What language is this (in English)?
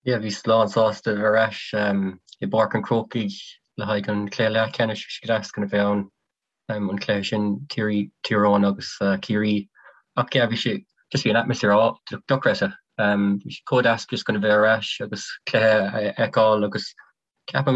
Irish